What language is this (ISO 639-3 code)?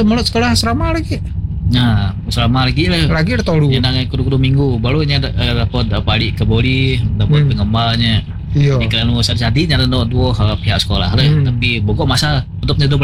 msa